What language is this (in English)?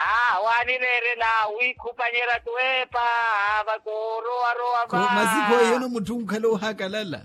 Makhuwa